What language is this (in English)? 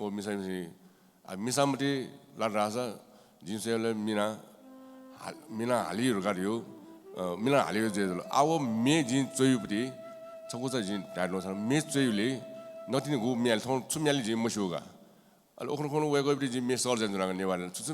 Newari